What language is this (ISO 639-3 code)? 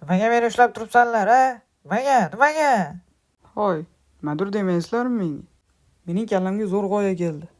uzb